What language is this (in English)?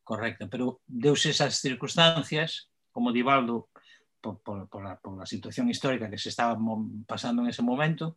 Galician